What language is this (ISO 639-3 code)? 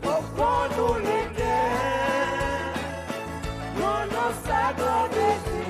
crs